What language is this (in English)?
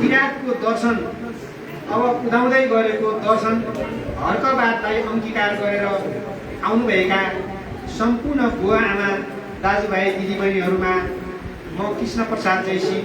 Nepali